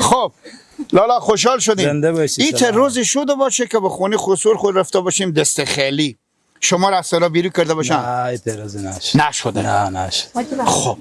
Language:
Persian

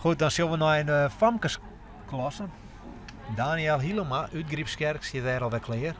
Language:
Western Frisian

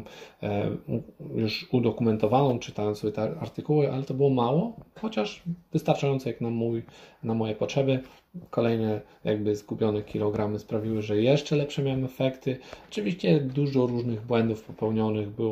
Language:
Polish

